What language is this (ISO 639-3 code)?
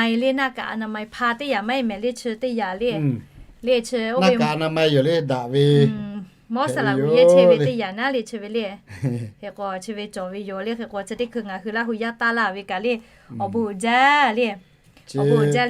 lhu